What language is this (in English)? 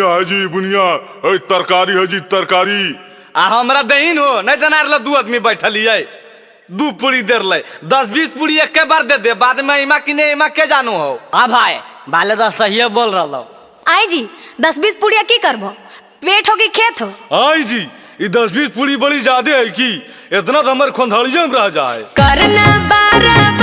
Magahi